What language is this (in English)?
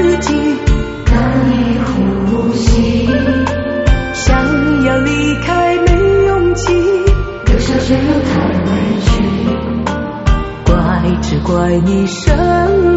Chinese